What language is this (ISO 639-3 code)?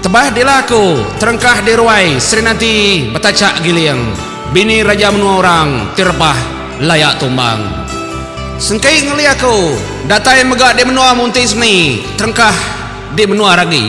iba